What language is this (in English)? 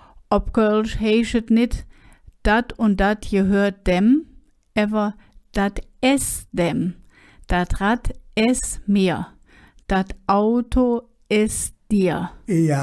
Colognian